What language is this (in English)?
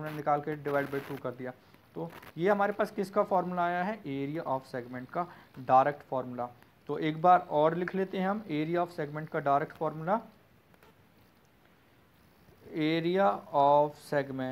Hindi